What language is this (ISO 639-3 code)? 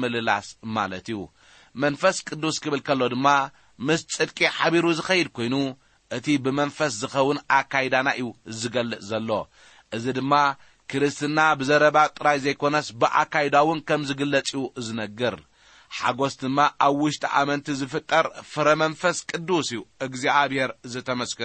tir